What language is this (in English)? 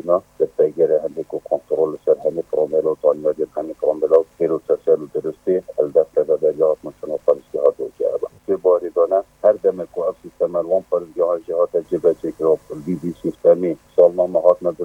Kurdish